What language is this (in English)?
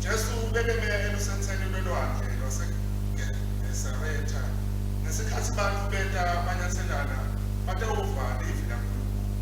Swati